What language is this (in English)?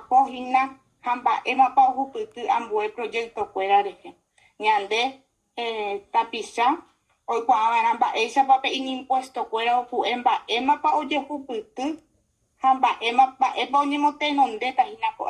Guarani